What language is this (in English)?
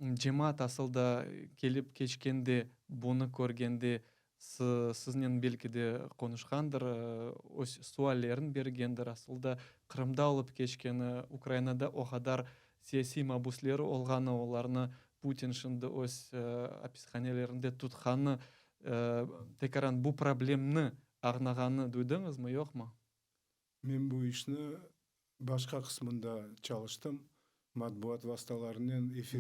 Crimean Tatar